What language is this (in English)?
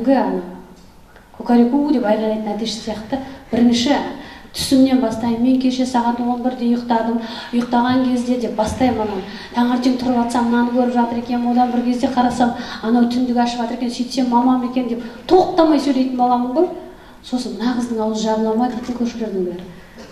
Kazakh